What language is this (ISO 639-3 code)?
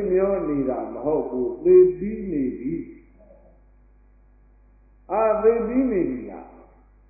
mya